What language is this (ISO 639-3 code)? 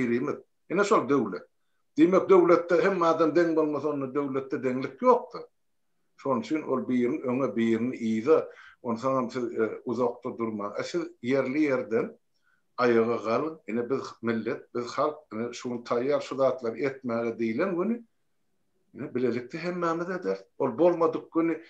tuk